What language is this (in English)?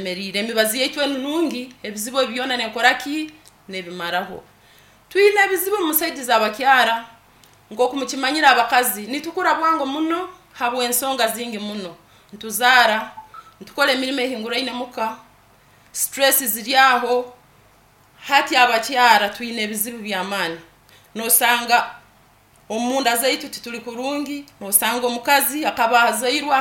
Nyankole